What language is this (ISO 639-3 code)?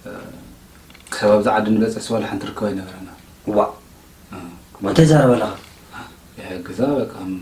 tir